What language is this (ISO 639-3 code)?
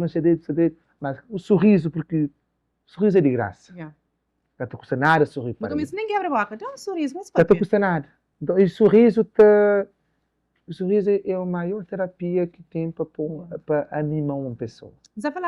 kea